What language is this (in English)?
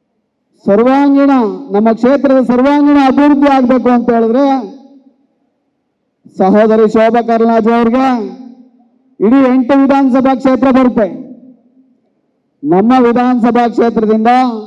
Kannada